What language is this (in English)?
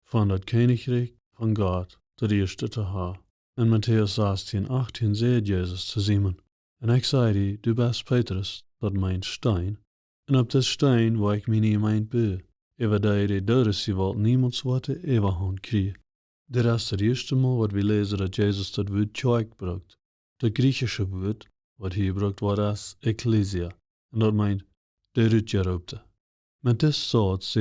Plautdietsch